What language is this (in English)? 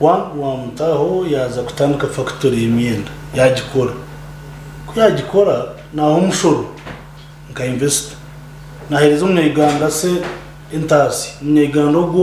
Nyankole